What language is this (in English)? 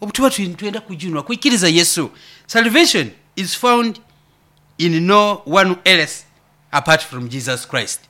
Nyoro